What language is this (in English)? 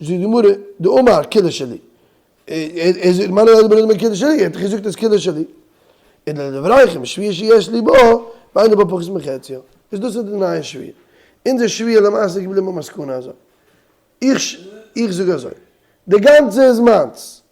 Yiddish